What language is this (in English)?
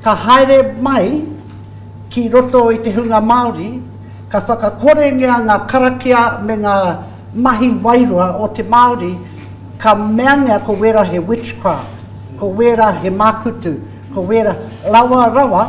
Māori